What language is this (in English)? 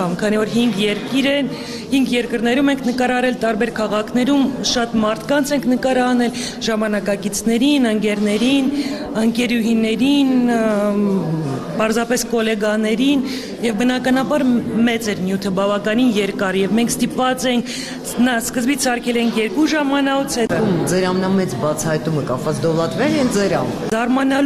Armenian